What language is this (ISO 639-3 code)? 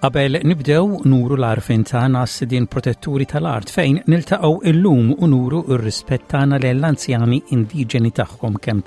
mlt